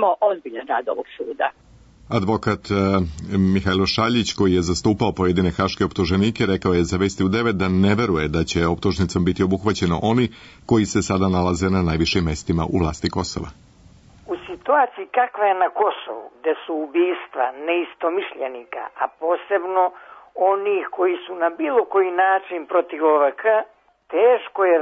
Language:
Serbian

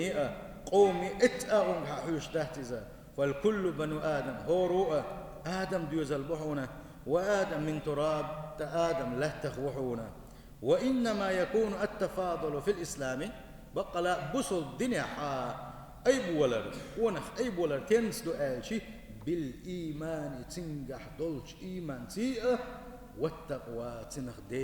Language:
Chechen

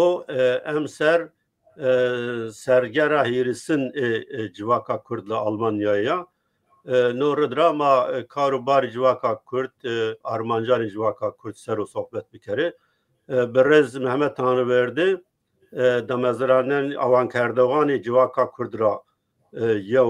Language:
Zaza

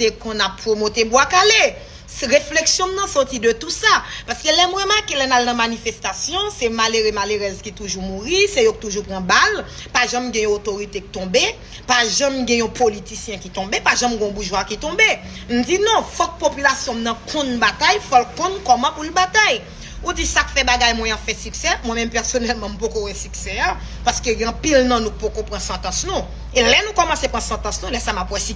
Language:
Haitian Creole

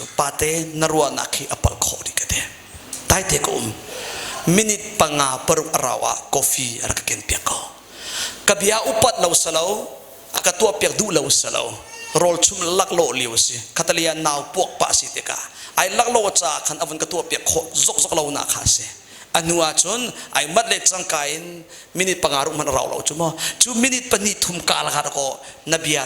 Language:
Hakha Chin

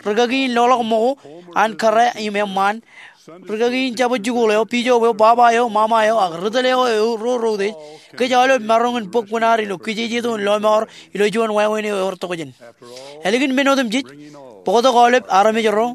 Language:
Marshallese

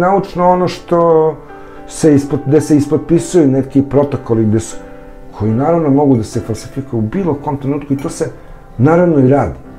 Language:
Serbian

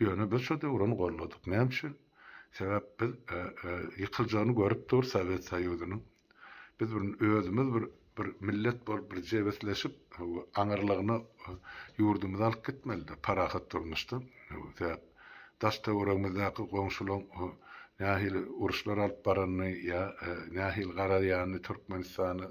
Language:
Turkmen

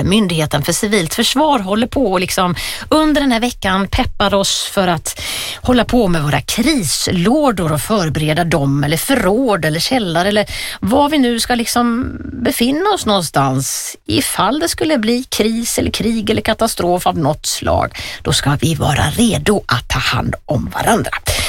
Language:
Swedish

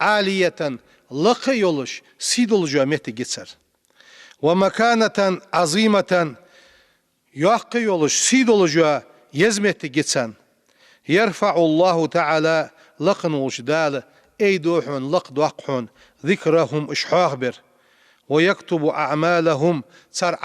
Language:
Ingush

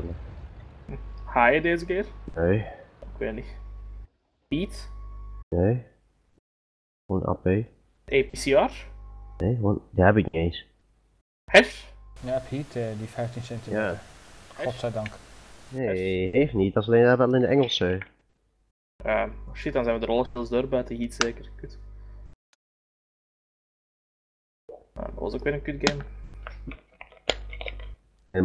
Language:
Dutch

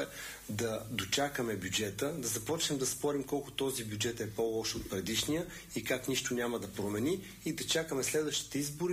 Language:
Bulgarian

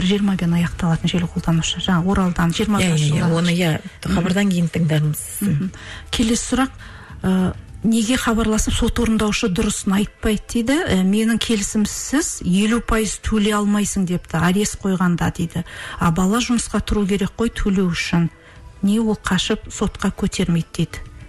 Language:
Kazakh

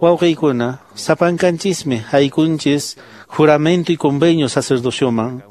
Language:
Quechua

